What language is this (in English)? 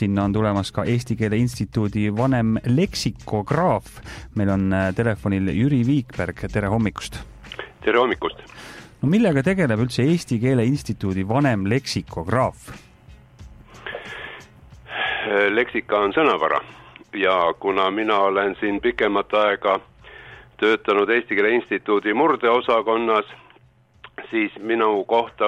Estonian